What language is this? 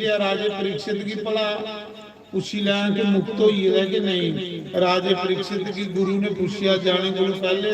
Dogri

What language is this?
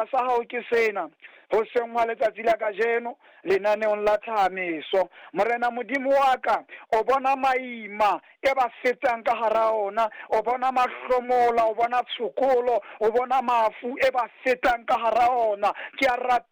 Southern Sotho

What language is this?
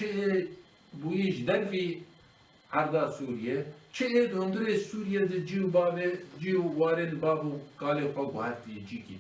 Kurdish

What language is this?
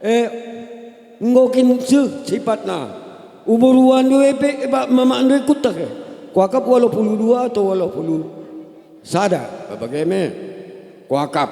Batak Karo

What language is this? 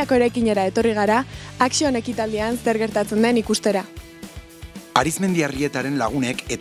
Basque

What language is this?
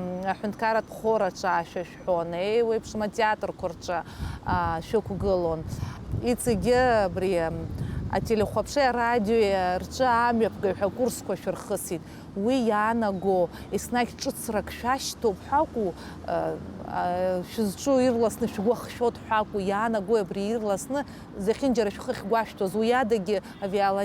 Abkhazian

